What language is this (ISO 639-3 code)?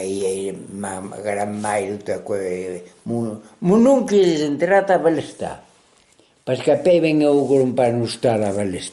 oci